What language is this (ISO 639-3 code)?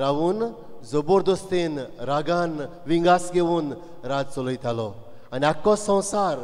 kok